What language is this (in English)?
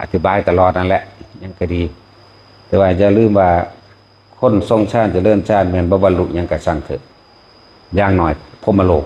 Northeastern Thai